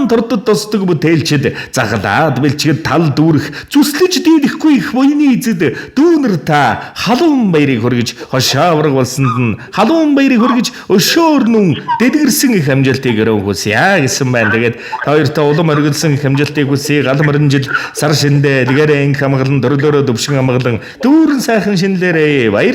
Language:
Mongolian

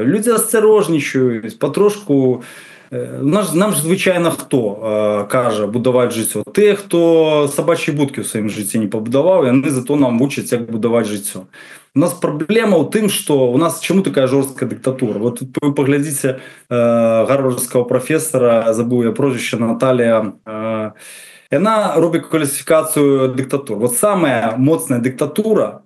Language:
Belarusian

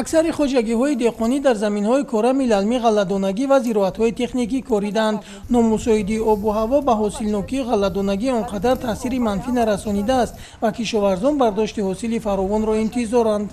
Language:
Tajik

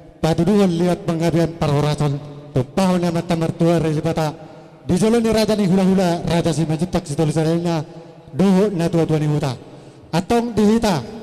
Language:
Batak Toba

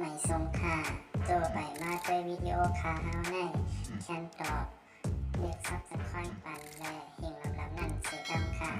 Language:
Shan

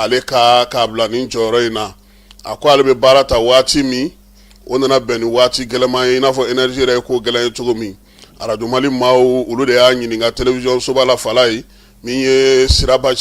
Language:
Bambara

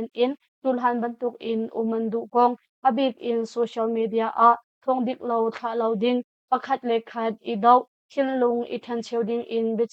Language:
Hakha Chin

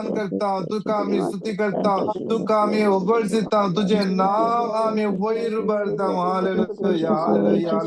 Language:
Konkani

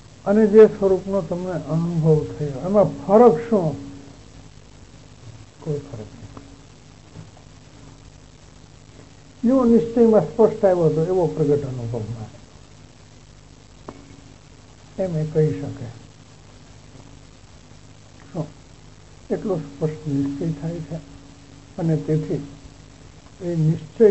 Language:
Gujarati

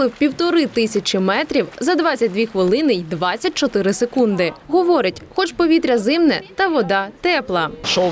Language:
Ukrainian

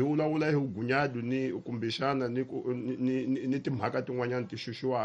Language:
Tsonga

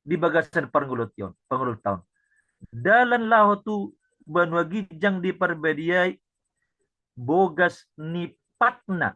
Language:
Batak Toba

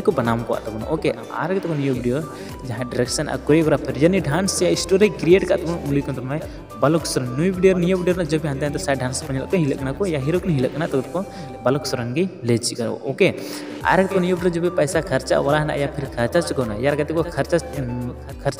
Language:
Santali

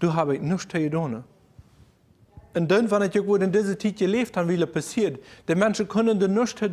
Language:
German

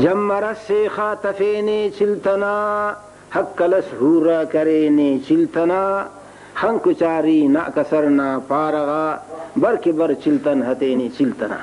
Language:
Brahui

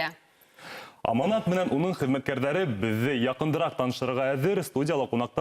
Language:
Bashkir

